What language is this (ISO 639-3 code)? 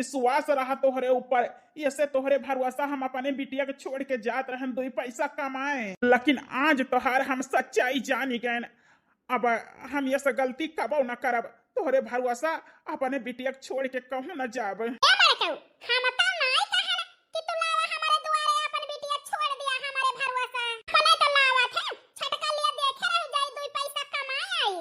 awa